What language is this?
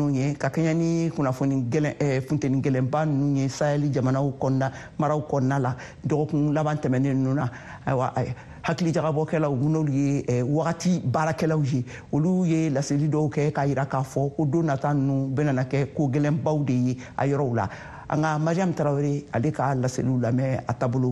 Bambara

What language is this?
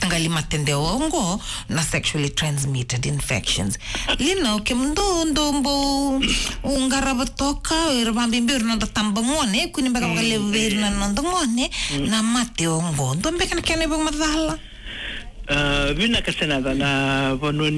Fijian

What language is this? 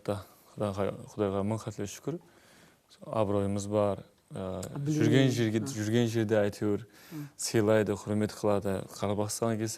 Kara-Kalpak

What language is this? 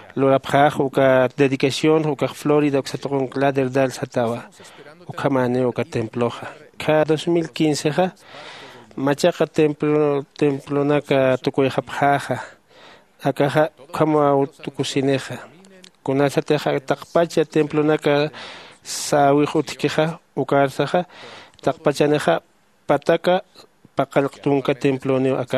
Aymara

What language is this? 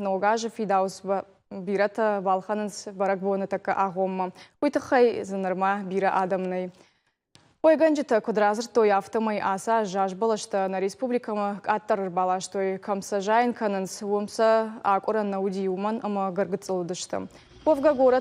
Ossetic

